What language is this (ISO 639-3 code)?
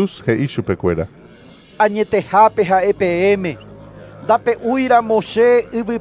grn